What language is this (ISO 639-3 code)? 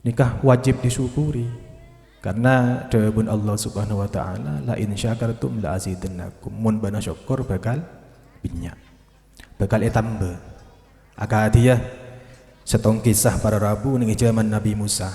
mad